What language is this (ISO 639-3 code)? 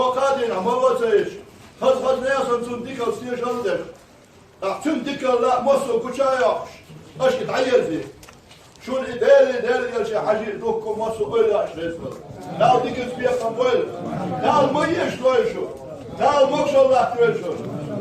che